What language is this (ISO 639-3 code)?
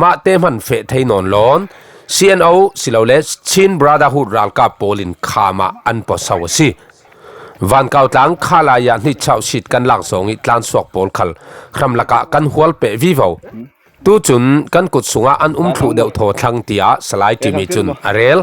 cfm